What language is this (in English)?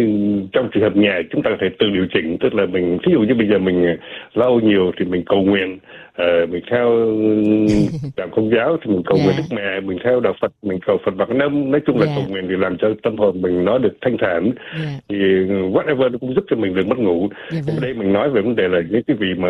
Vietnamese